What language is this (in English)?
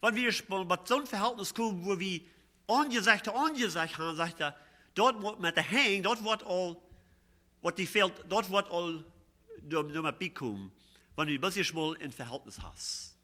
Plautdietsch